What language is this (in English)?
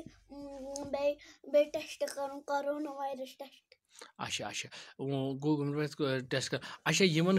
Kashmiri